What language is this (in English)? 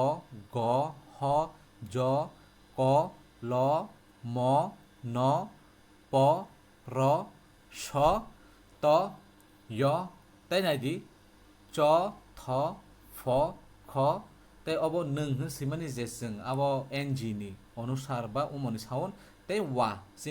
Kok Borok